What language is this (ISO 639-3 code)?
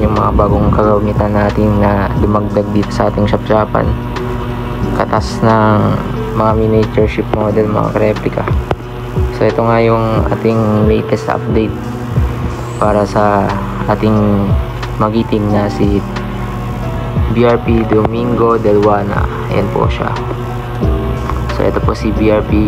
fil